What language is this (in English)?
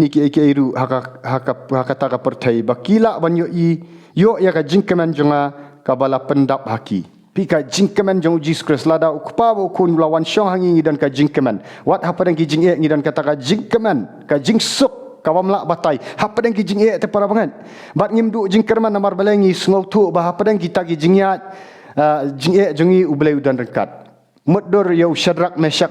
Khasi